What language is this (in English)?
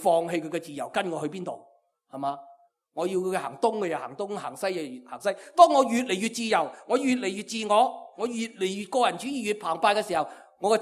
Cantonese